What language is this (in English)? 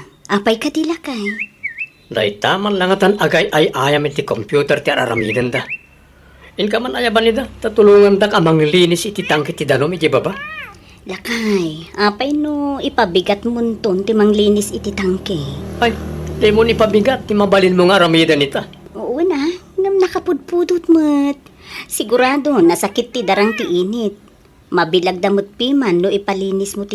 Iloko